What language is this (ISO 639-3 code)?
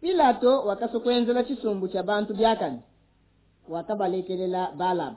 lua